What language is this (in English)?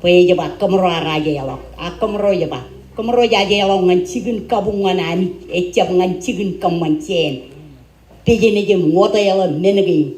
Marshallese